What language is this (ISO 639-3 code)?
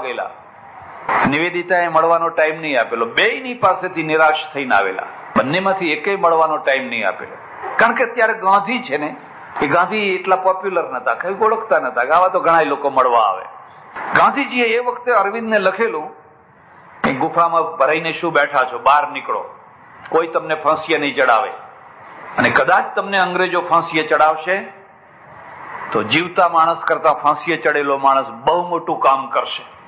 guj